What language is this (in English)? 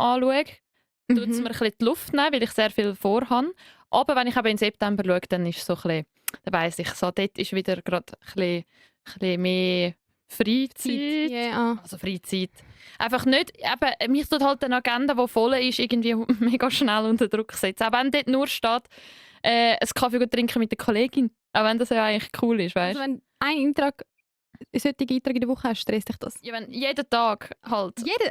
Swiss German